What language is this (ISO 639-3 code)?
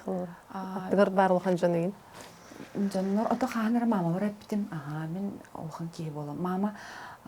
sah